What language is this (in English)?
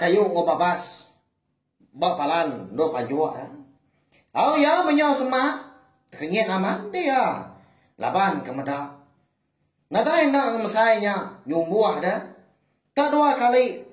Iban